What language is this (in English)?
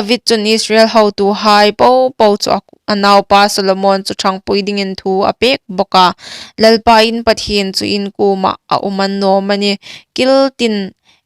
Hmar